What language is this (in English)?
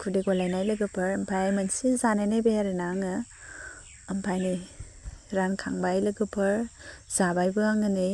Bodo